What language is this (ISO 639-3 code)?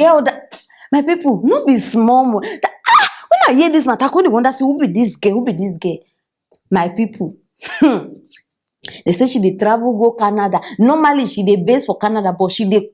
pcm